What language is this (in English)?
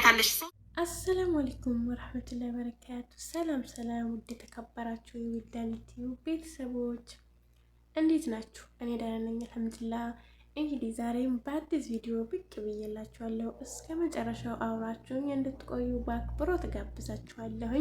Amharic